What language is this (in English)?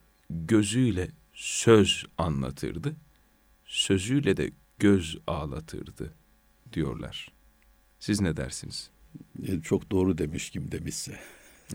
Turkish